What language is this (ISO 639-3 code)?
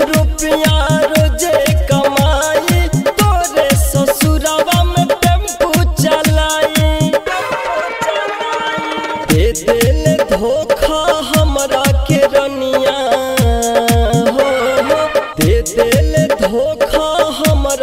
bho